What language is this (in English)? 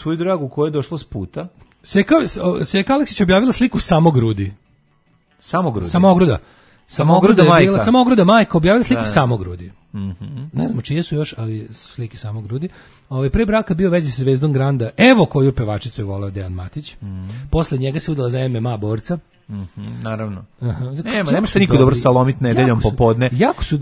Serbian